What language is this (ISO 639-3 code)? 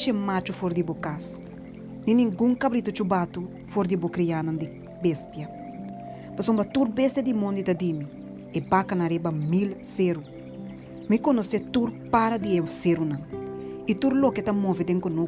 pap